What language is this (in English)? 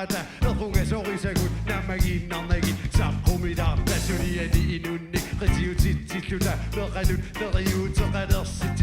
Kalaallisut